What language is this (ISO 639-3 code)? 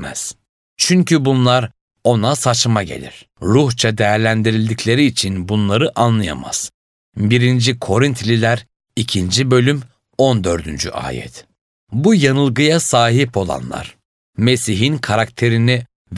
tur